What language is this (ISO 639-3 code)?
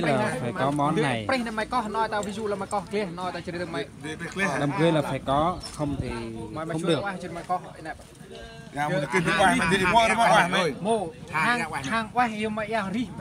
cmo